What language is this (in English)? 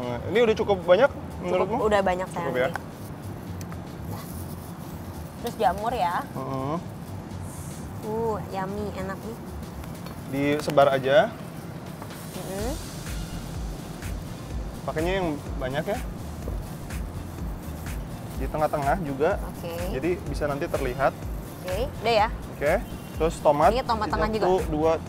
Indonesian